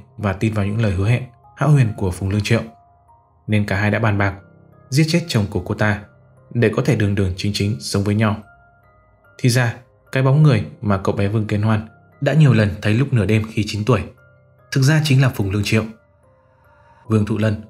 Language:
Vietnamese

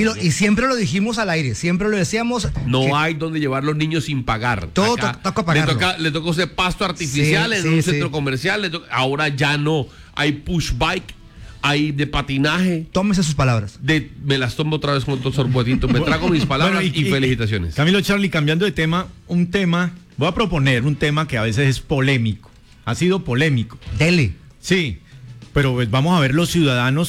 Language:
Spanish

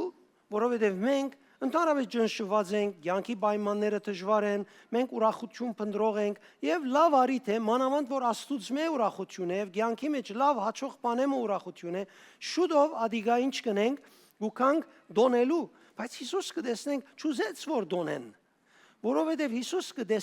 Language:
Western Armenian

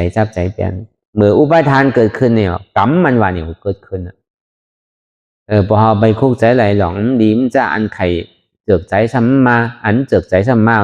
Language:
Shan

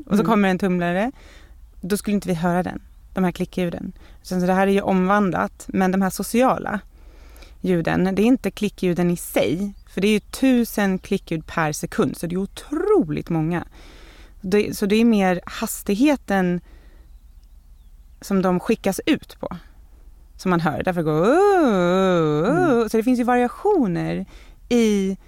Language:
Swedish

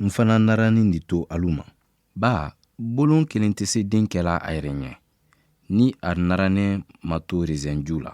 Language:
Mandingo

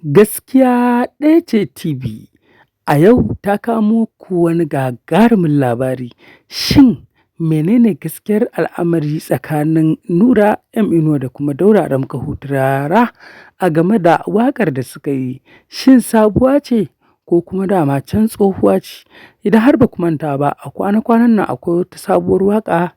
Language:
Hausa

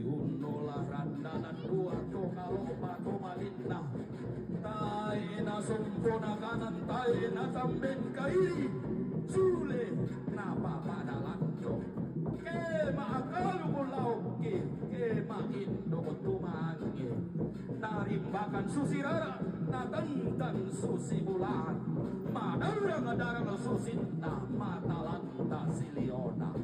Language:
Toraja-Sa'dan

